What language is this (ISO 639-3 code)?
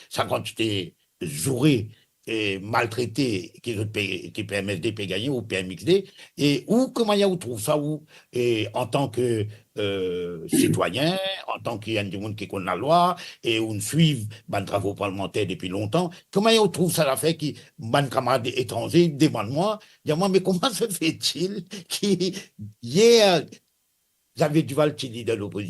mfe